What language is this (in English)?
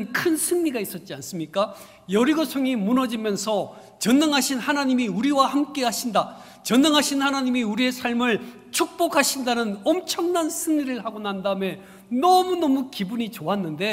Korean